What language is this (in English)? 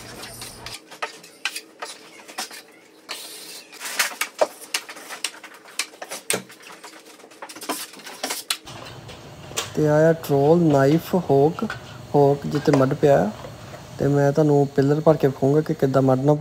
Punjabi